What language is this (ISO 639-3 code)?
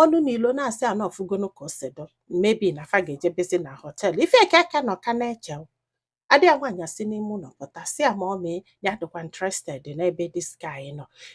ibo